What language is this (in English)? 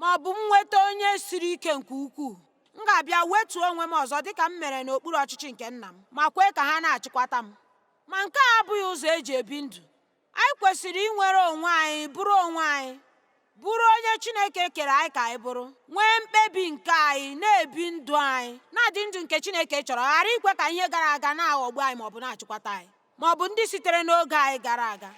Igbo